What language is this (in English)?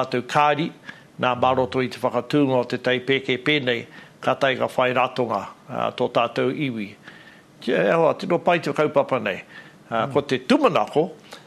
Māori